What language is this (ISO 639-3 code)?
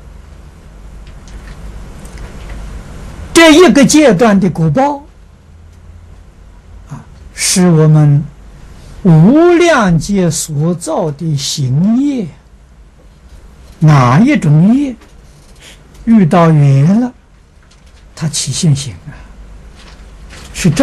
zho